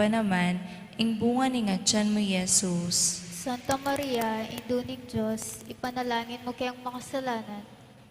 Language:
Pampanga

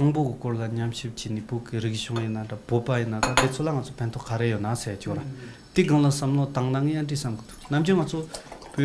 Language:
Tibetan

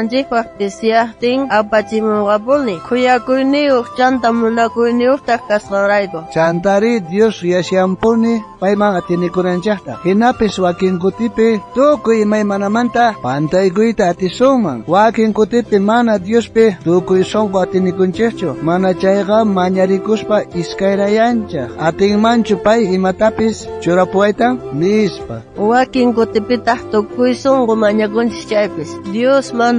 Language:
South Bolivian Quechua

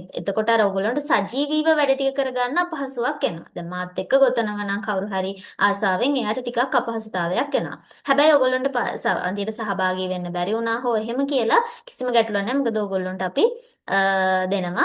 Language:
Sinhala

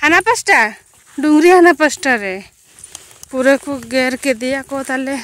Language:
Santali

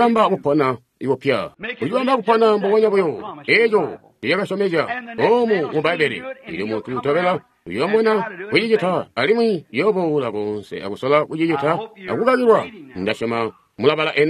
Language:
Tonga (Zambia)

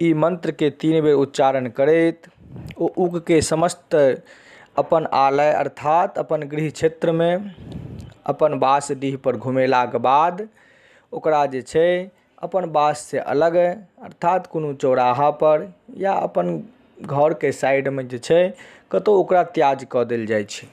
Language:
Maithili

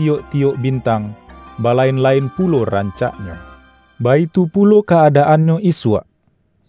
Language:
Minangkabau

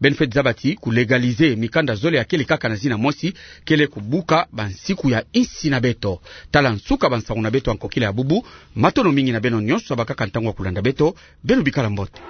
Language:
Kituba (Democratic Republic of Congo)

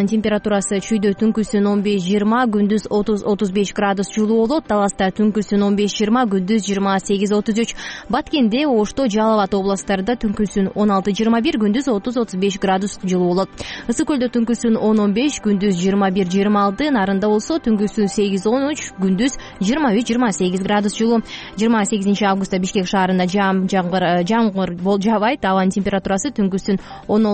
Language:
Kyrgyz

